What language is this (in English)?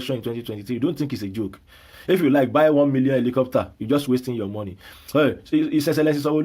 Yoruba